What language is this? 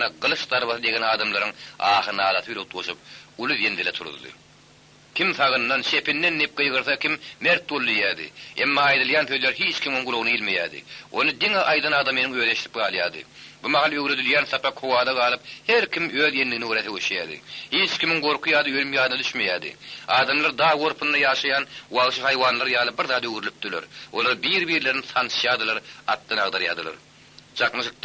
Turkmen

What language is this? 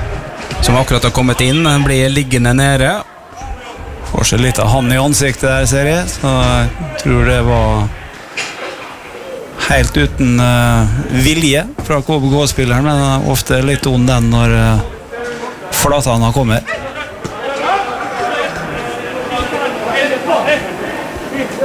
Norwegian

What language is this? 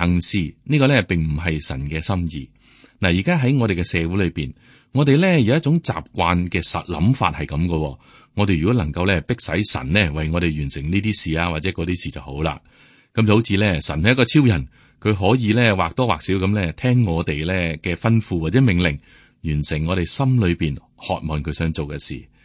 Cantonese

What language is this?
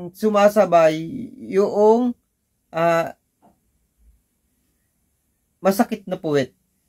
Filipino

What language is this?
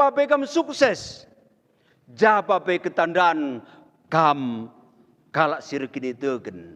Batak Karo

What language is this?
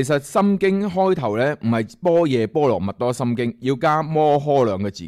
Cantonese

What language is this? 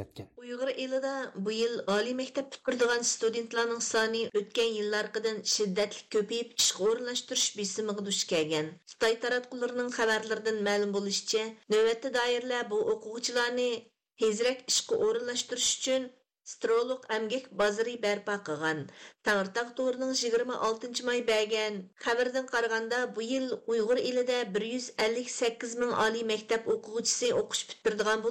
Uyghur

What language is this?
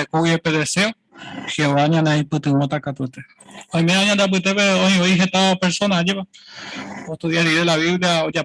Guarani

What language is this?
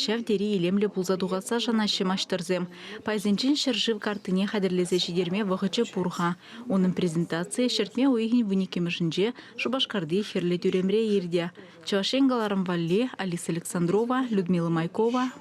Chuvash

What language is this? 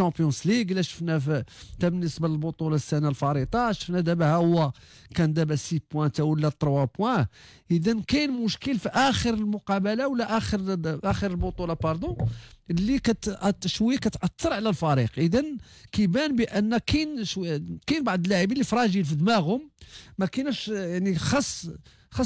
Moroccan Arabic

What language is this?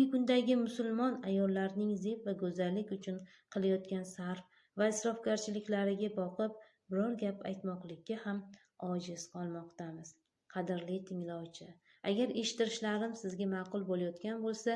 Uzbek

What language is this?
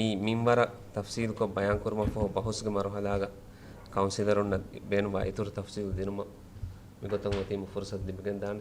Divehi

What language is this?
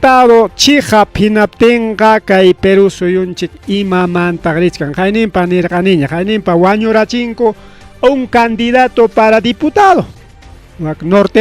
Ayacucho Quechua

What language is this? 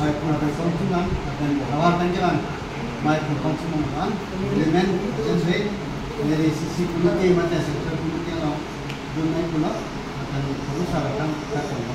Karbi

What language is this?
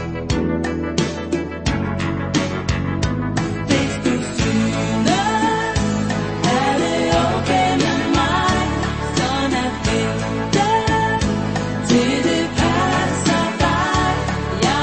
Danish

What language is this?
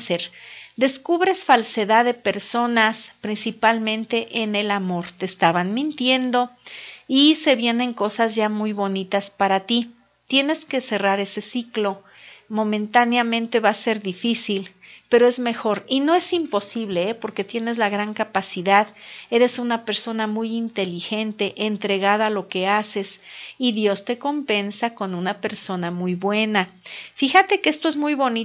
Spanish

